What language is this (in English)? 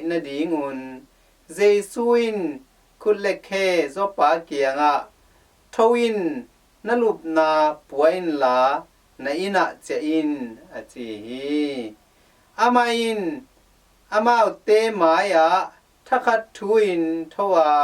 Tedim Chin